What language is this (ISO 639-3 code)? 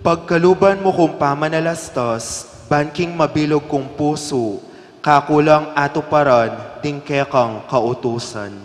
pam